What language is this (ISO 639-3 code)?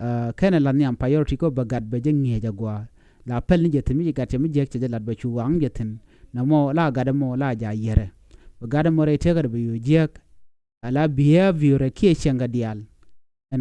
nus